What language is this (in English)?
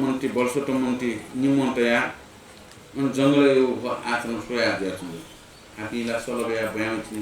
Newari